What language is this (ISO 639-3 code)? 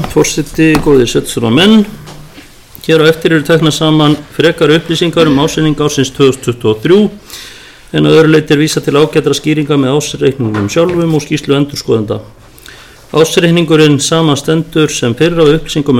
isl